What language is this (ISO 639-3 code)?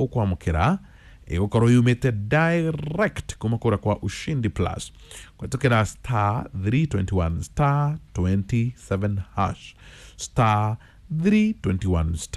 kik